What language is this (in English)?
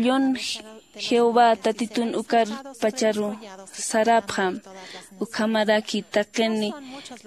Aymara